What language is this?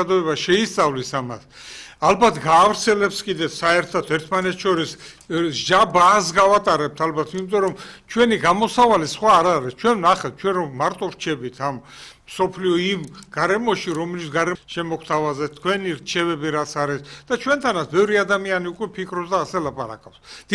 Georgian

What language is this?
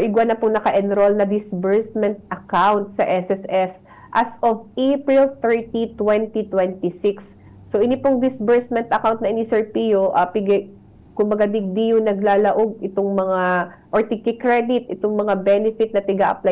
Bikol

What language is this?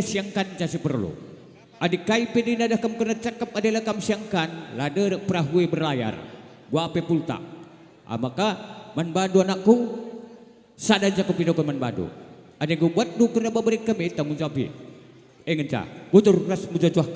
Batak Karo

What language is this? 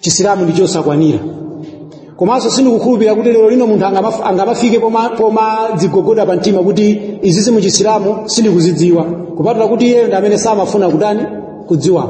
Nyanja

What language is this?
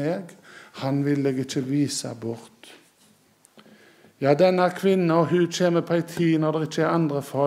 Norwegian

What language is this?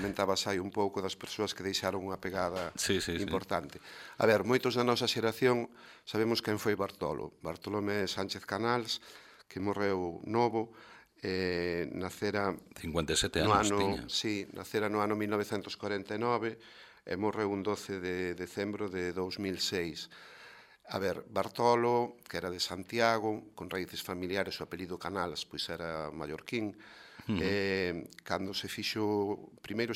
Galician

